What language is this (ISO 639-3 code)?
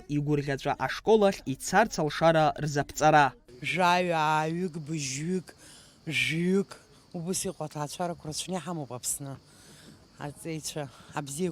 abk